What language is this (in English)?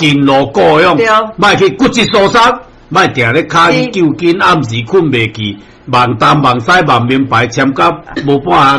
Min Nan Chinese